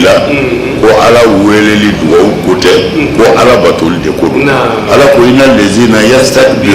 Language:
Bambara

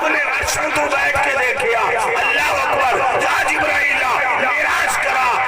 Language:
Saraiki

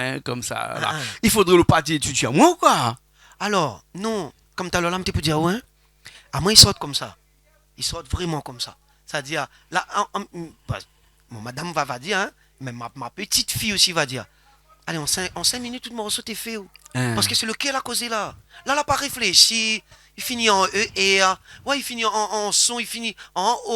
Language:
Réunion Creole French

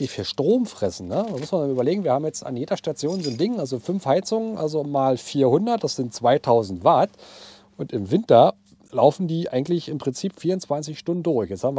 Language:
German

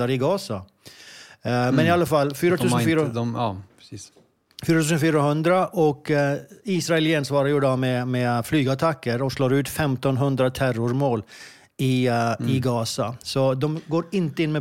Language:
Swedish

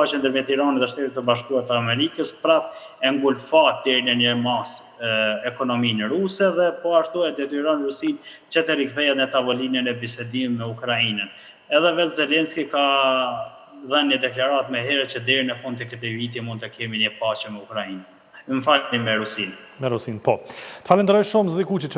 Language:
Albanian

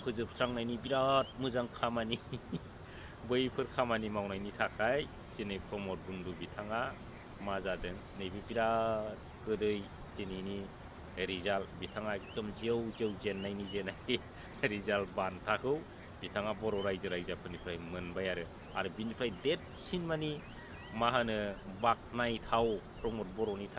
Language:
Bodo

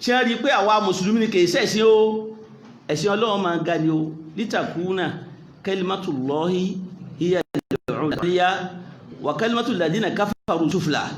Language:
Yoruba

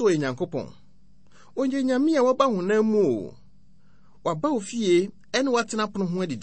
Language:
Akan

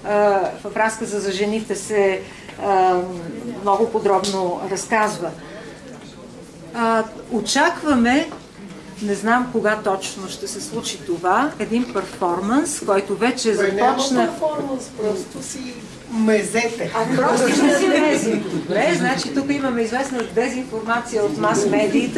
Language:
Bulgarian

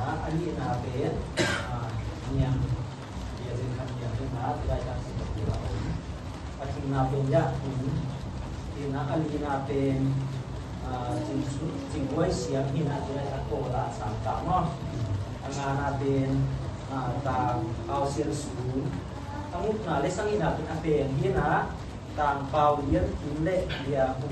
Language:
Tedim Chin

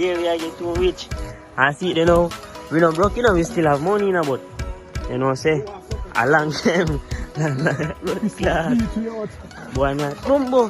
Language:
Jamaican Creole English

